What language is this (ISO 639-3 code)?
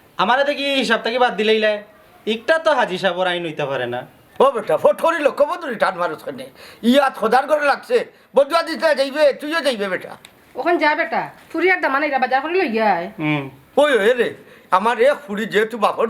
syl